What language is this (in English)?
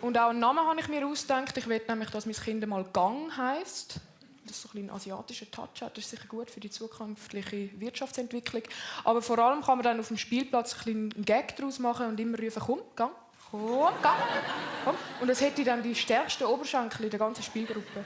Swiss German